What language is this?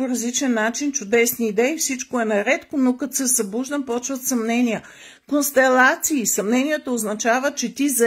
Bulgarian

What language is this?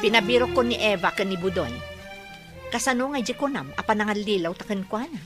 Iloko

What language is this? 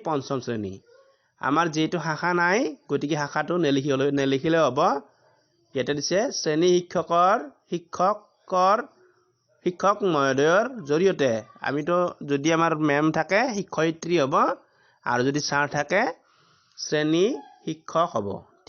Assamese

